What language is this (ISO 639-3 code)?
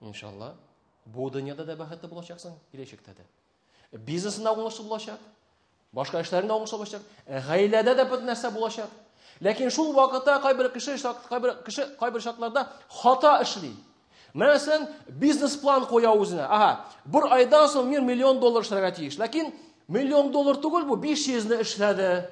tat